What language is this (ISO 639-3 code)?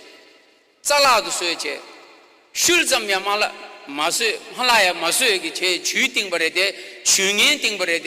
bod